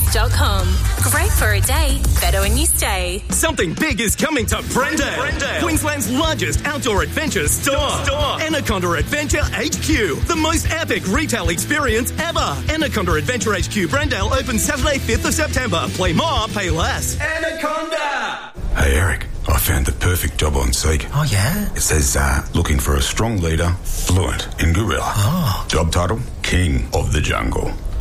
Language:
English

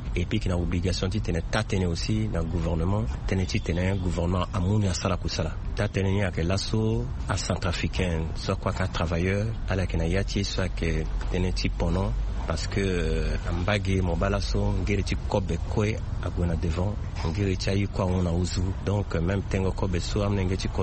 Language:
Sango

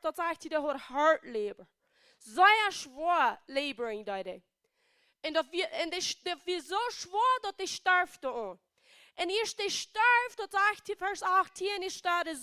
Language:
Plautdietsch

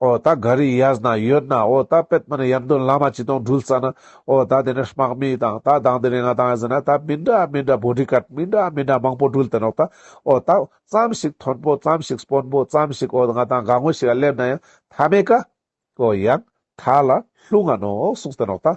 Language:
Ladakhi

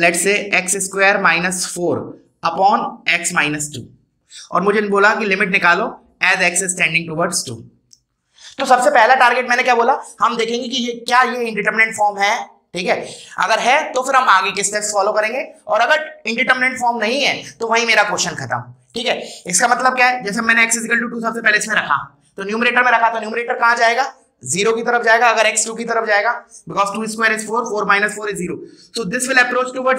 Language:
Hindi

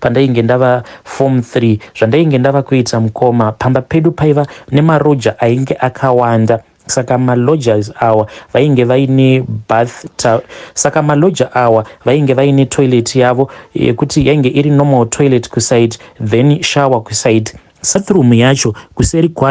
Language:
Shona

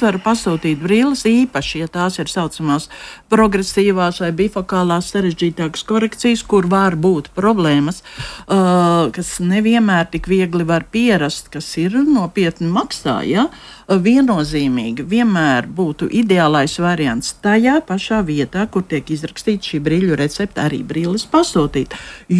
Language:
Latvian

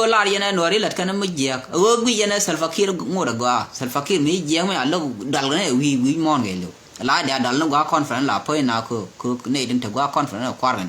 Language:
Nuer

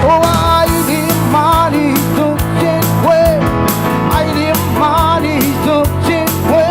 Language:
Marshallese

